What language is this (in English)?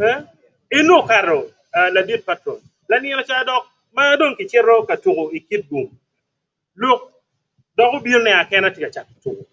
Acoli